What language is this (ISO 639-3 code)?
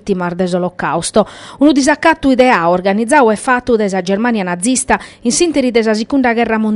srd